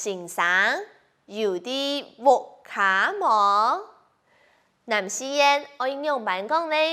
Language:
Hakka Chinese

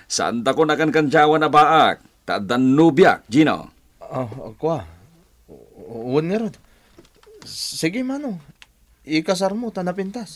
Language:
Iloko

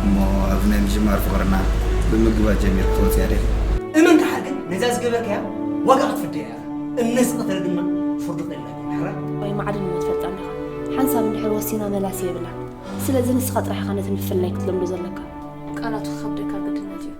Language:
Tigrinya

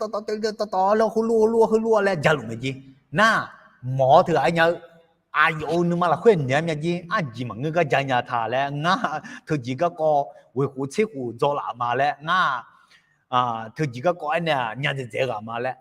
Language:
Akha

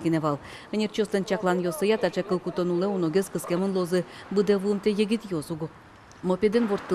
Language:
Udmurt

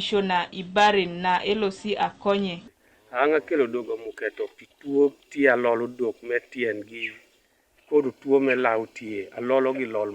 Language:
Teso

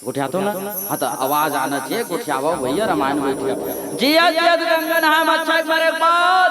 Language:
Chhattisgarhi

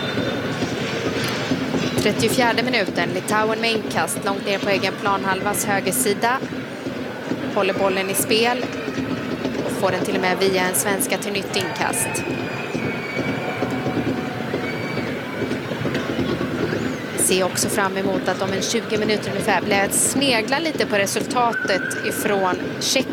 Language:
Swedish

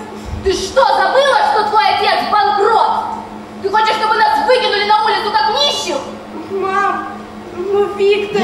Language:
Russian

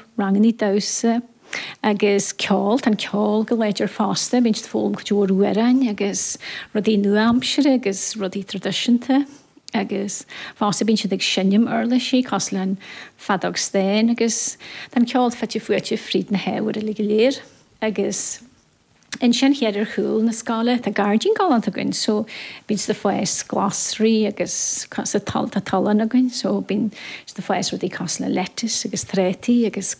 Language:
Irish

